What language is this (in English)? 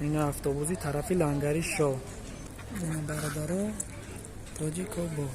Tajik